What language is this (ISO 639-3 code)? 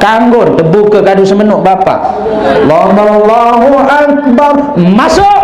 sas